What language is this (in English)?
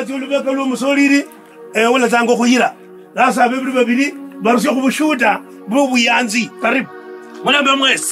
Kabras